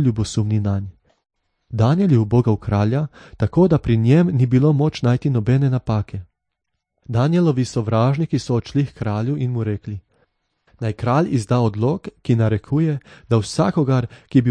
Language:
Slovenian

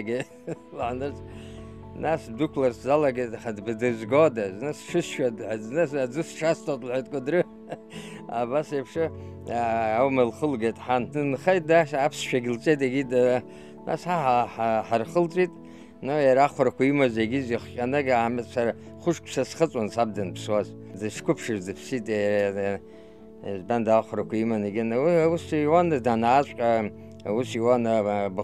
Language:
Abkhazian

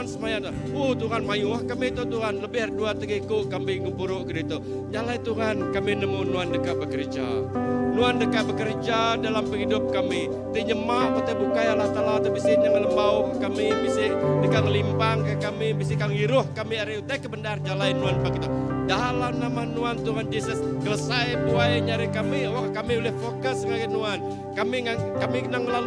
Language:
Iban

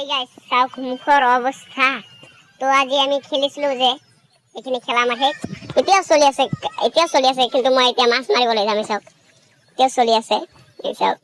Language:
Assamese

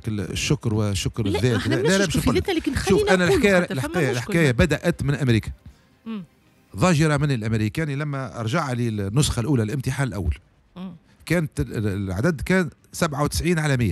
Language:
Tunisian Arabic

